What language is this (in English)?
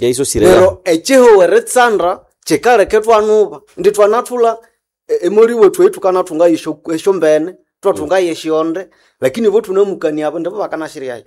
Nande